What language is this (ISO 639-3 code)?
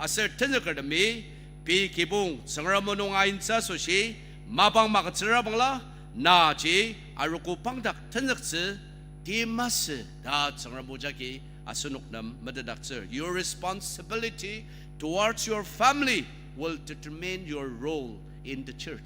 njo